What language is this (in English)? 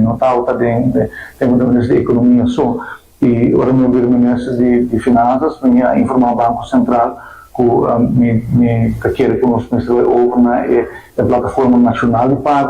Papiamento